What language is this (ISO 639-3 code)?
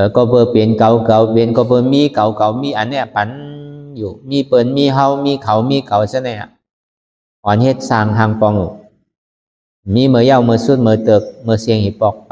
shn